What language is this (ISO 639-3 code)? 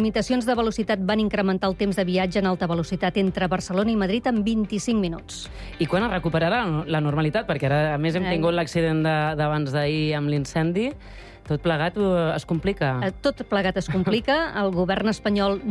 cat